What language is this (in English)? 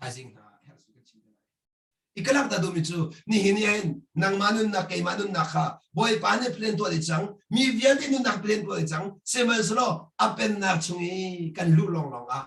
Hakha Chin